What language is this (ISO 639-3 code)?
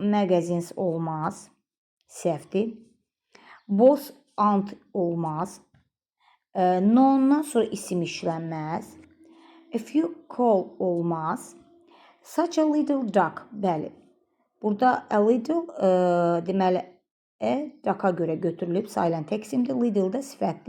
aze